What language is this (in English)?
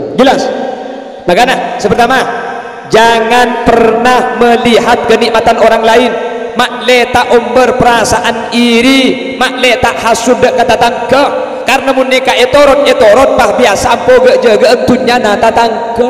Madurese